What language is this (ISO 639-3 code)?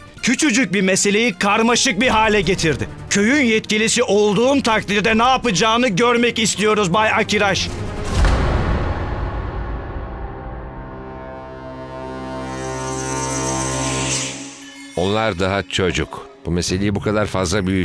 tur